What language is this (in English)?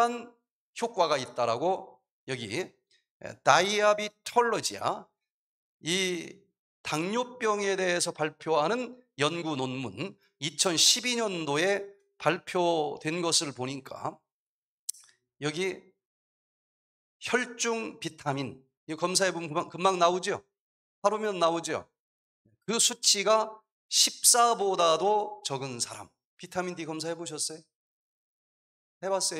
Korean